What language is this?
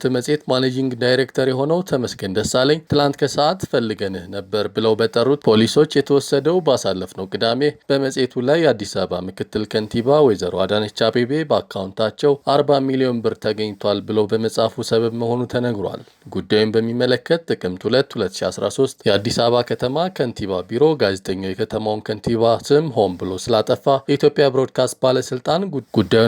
Amharic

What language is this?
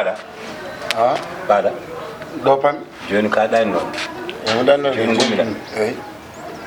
Fula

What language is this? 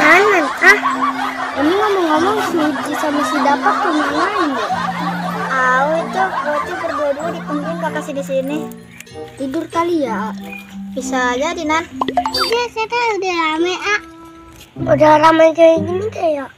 Betawi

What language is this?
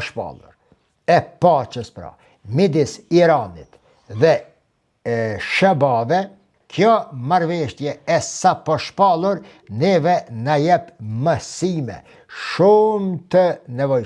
Albanian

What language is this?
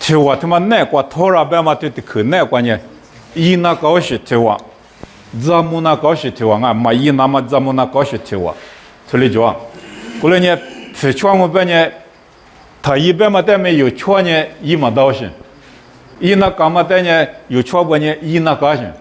Lisu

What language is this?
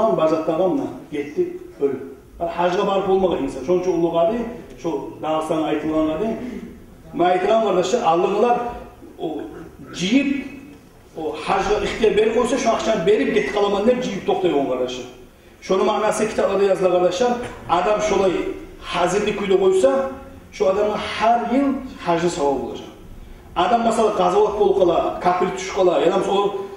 Kumyk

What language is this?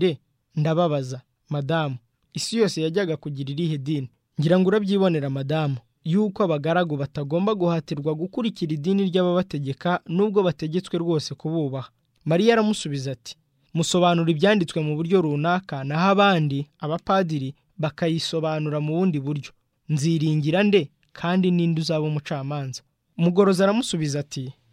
Kinyarwanda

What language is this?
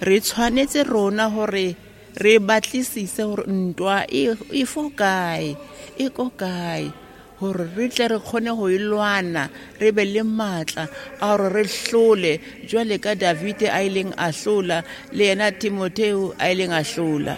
Southern Sotho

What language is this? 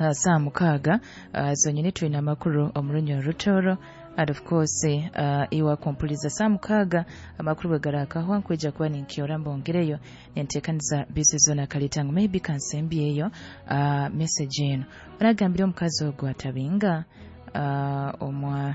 Nyoro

